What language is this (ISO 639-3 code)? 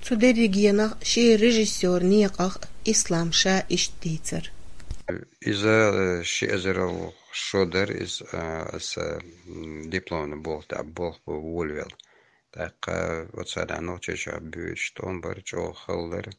che